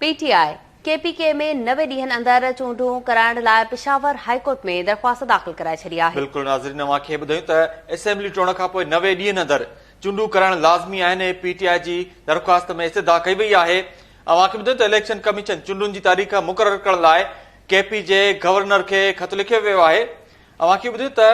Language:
Sindhi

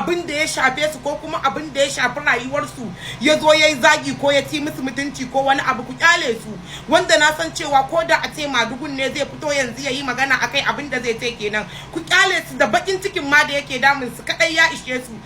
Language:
Hausa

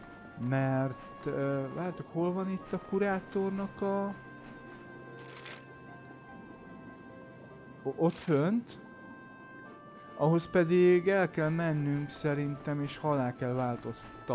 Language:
Hungarian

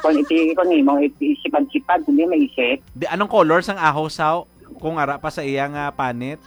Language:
Hiligaynon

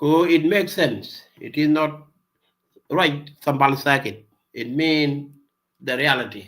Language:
Nuer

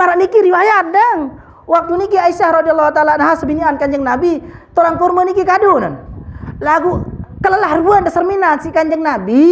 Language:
Sasak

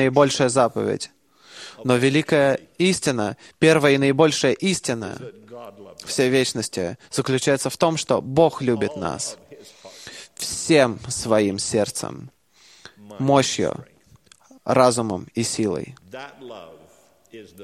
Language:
Russian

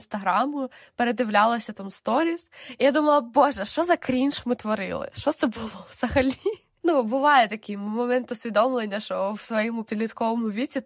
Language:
Ukrainian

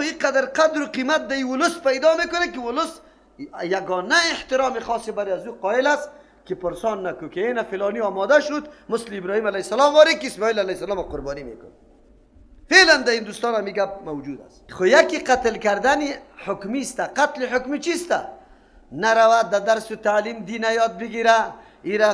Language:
Persian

